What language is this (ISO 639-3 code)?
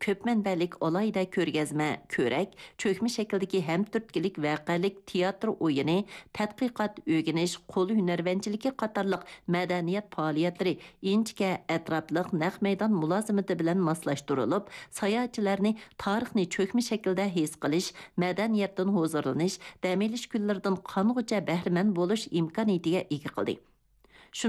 uig